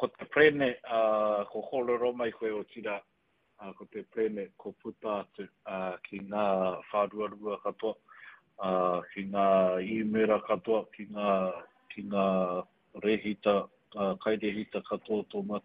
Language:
Māori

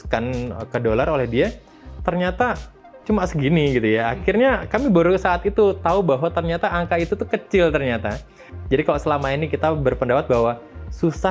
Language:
Indonesian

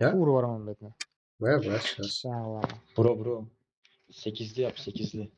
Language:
Kara-Kalpak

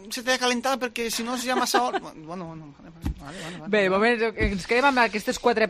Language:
Catalan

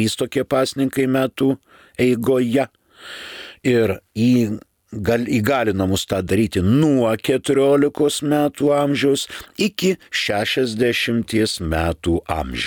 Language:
Lithuanian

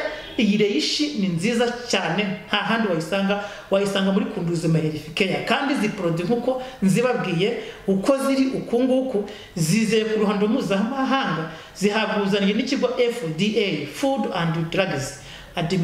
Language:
Kinyarwanda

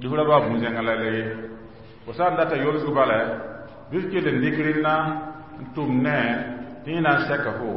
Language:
Mossi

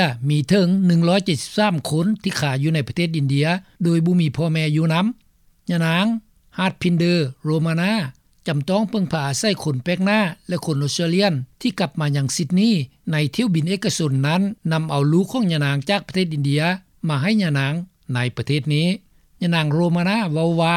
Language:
Lao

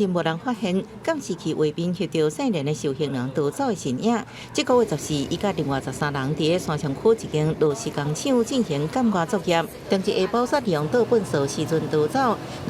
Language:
Min Nan Chinese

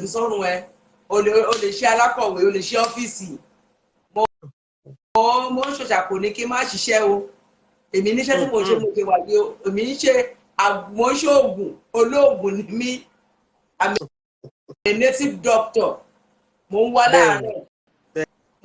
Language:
Yoruba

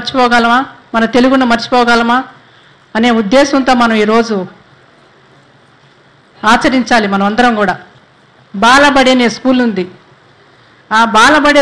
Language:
Telugu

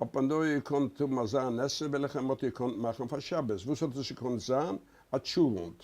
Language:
Yiddish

